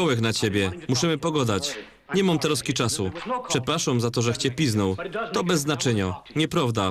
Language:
Silesian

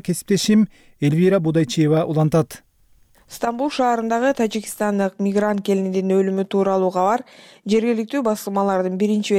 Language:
Kyrgyz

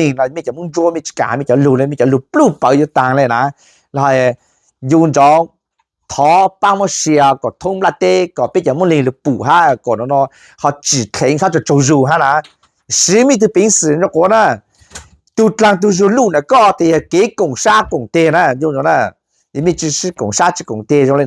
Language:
Hmong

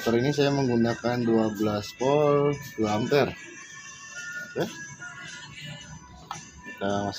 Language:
Indonesian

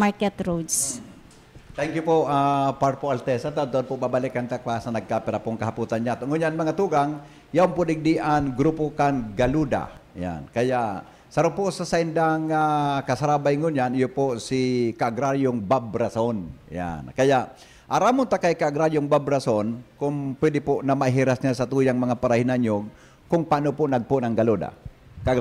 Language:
Bikol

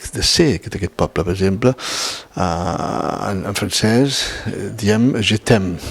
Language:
Occitan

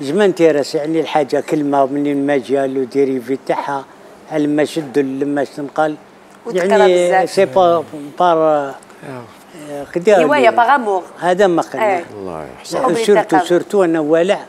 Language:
Algerian Arabic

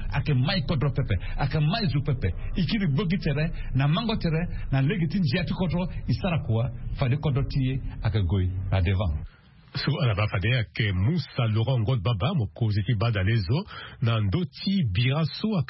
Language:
Sango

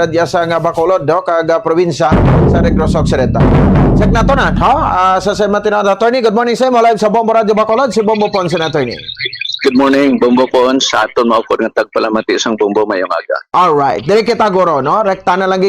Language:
Hiligaynon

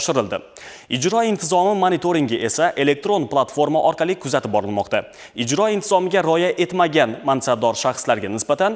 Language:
Uzbek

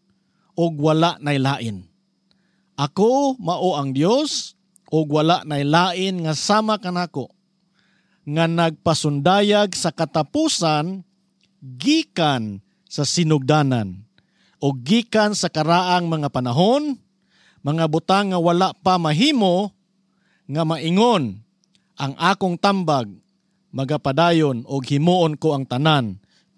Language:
Cebuano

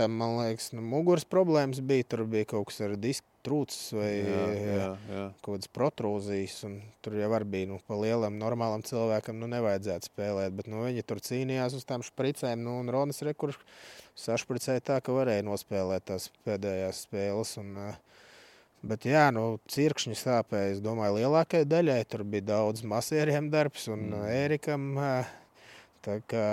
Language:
Latvian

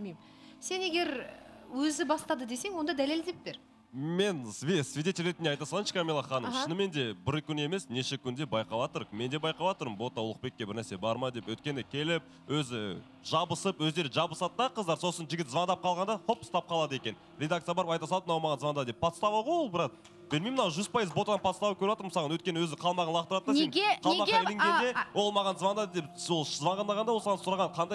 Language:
Kazakh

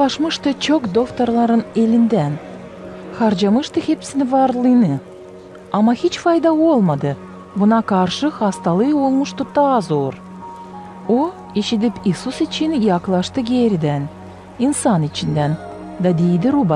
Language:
Gagauz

